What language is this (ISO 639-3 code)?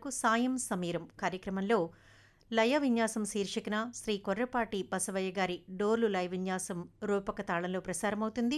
tel